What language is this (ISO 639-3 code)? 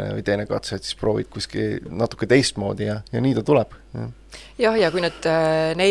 est